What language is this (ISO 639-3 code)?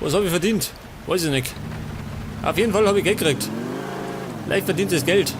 bar